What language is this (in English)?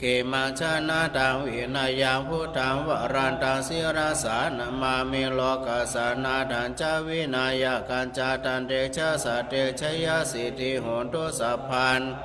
Pali